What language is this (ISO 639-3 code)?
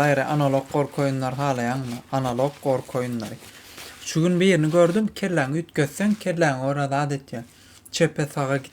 tuk